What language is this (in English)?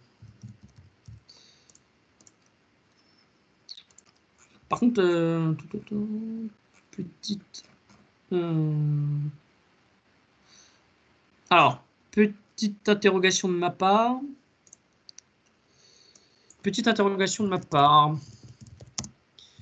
French